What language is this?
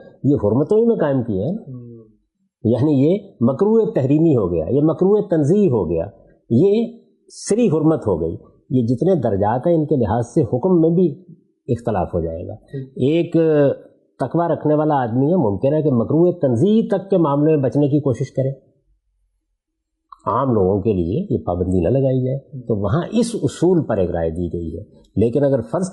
Urdu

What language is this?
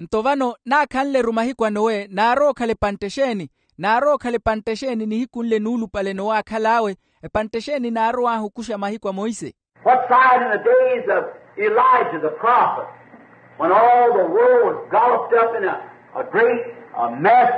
Makhuwa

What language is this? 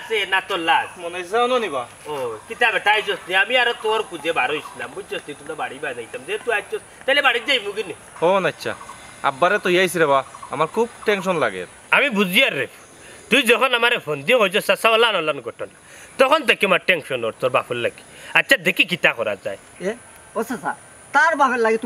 Sylheti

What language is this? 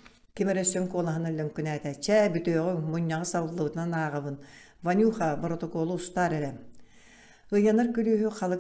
Yakut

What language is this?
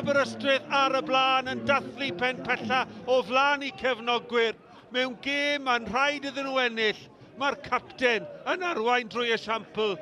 Welsh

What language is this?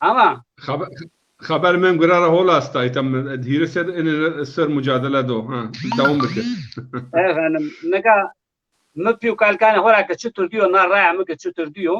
Zaza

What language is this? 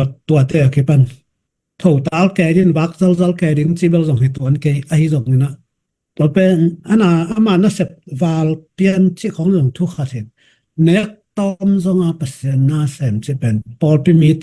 Tedim Chin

